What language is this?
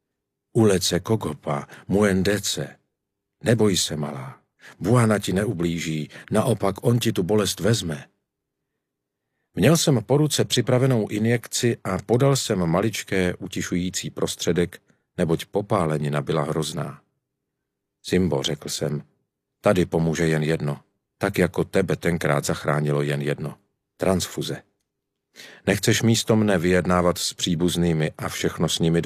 Czech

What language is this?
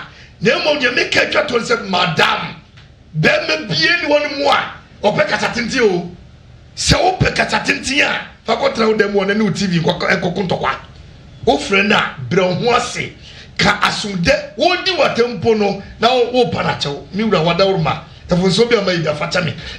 Akan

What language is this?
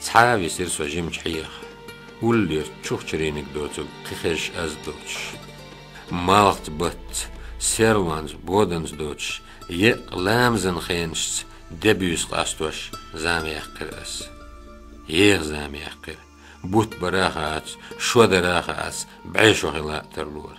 Chechen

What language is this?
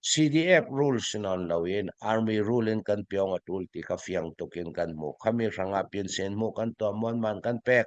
Falam Chin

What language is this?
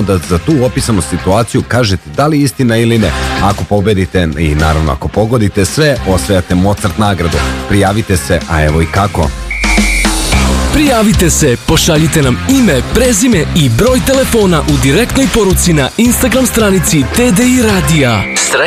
Serbian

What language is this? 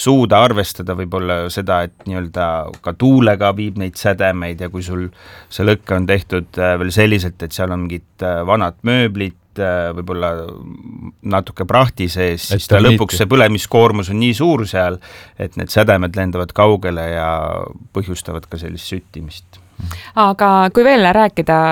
Estonian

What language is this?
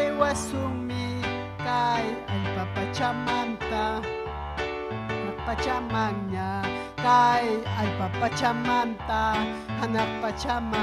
Ayacucho Quechua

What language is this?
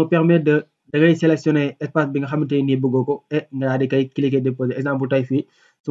Wolof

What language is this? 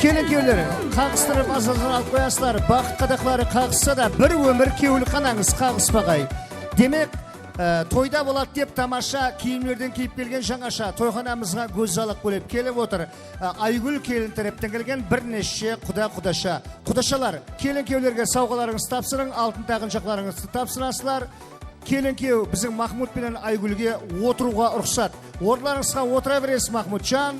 Kara-Kalpak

